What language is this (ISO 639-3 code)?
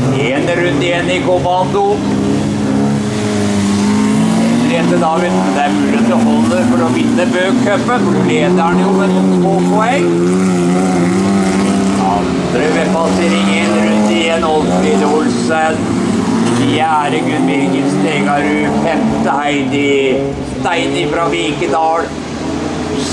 nor